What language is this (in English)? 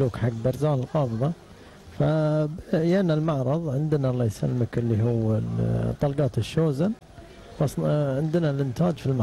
Gulf Arabic